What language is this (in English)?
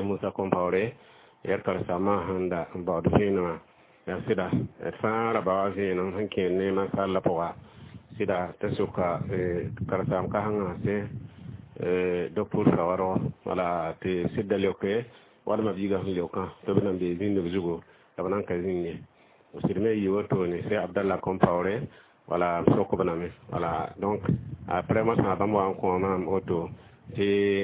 Mossi